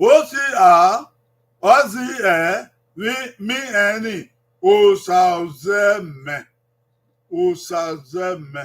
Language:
Bini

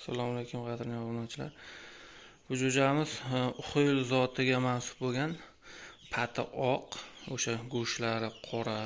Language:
Uzbek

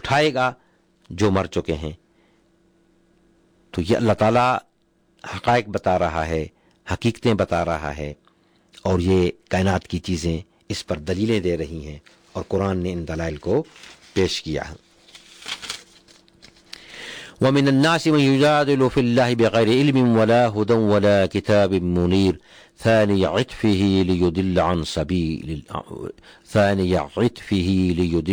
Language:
Urdu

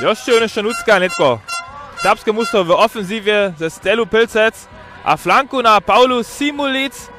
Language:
Upper Sorbian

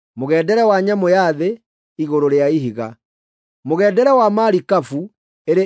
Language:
Kikuyu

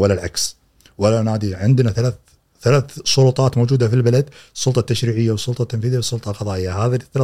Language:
Gulf Arabic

